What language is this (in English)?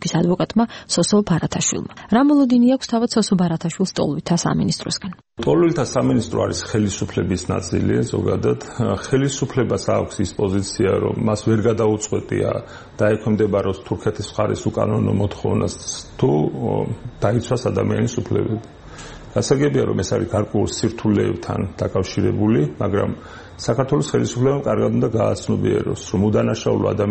Georgian